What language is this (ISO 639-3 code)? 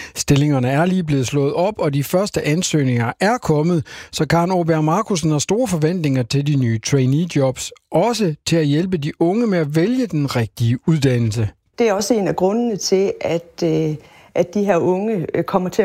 dan